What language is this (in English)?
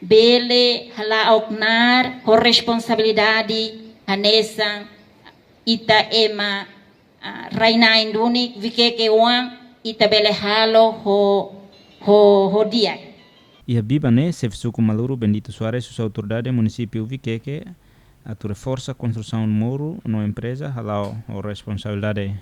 Tetum